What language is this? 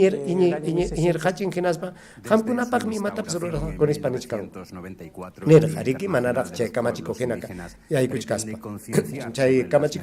Ayacucho Quechua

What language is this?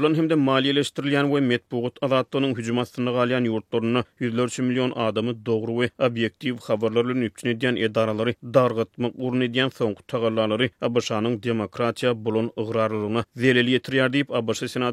Turkmen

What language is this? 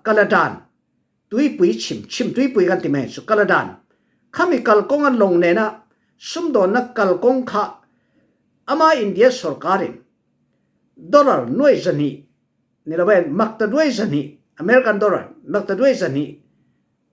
Falam Chin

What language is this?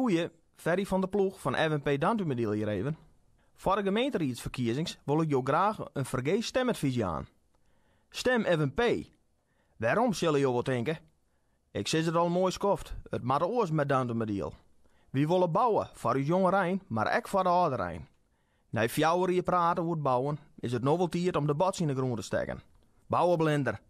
Western Frisian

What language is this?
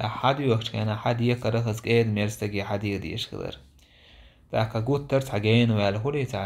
Chechen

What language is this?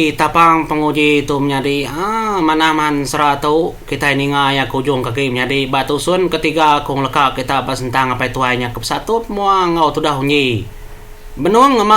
Iban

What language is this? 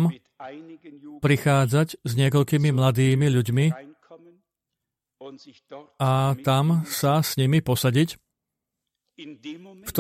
Slovak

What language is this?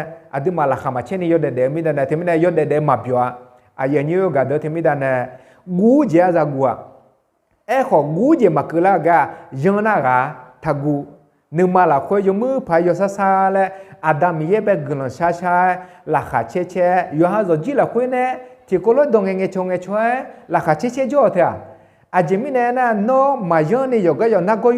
Akha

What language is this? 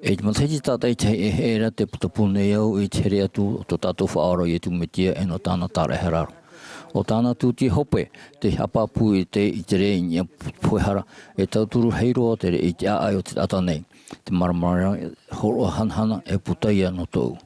Tahitian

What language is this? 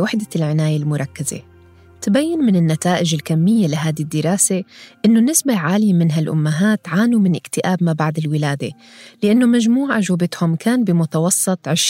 North Levantine Arabic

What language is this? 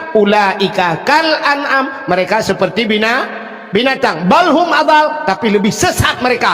Achinese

